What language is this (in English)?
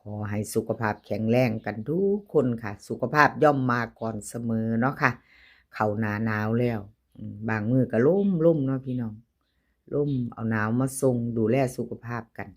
Northeastern Thai